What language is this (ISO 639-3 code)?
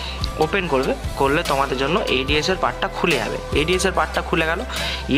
ben